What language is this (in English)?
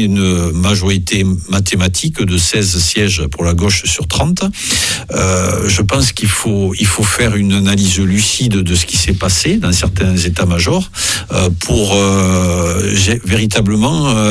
French